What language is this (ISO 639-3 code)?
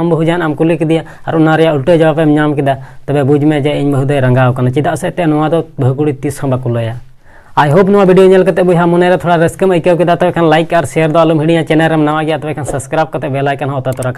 sat